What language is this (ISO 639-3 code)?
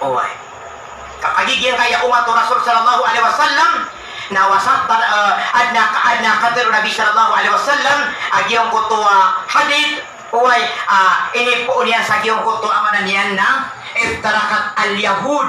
mrw